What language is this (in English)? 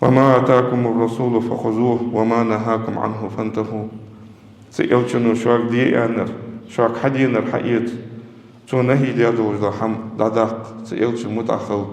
Ingush